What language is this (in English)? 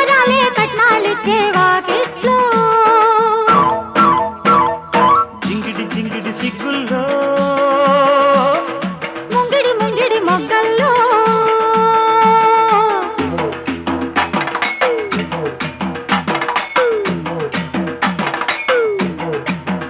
Telugu